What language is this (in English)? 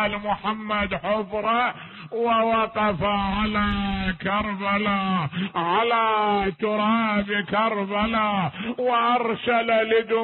Mesopotamian Arabic